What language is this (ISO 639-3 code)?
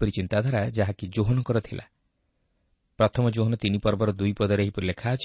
ori